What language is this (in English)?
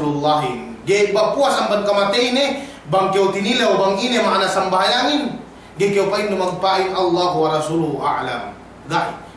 Yakan